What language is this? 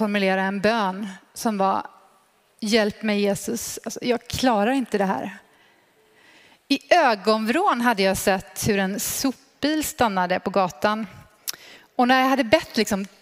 Swedish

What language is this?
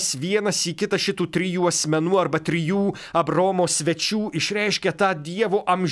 Lithuanian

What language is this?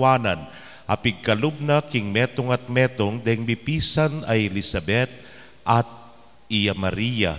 Pampanga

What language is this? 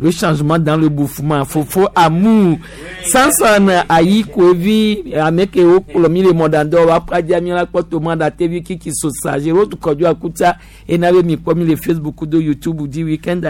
Gen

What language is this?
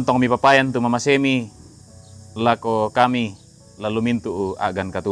Toraja-Sa'dan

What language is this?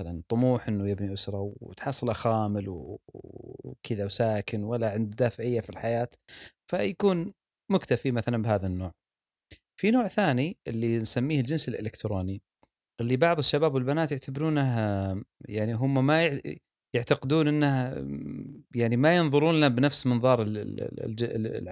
Gulf Arabic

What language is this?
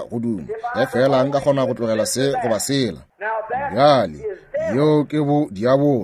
Northern Sotho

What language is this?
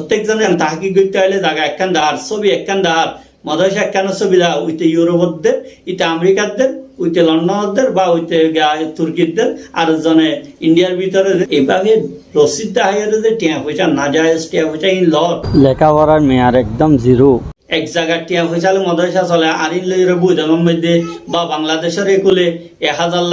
Rohingya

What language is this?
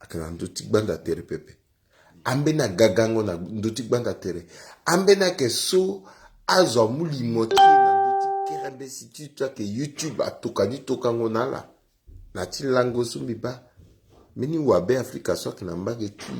Sango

